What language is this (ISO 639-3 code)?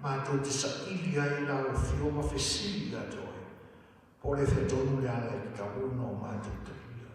smo